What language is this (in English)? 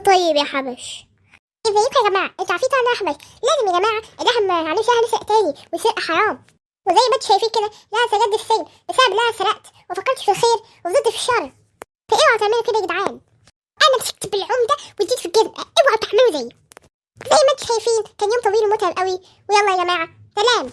Egyptian Arabic